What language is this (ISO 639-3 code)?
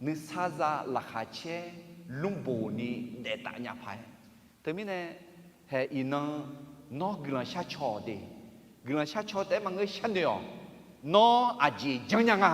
ahk